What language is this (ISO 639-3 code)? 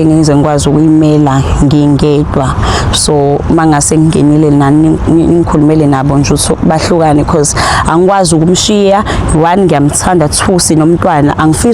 zul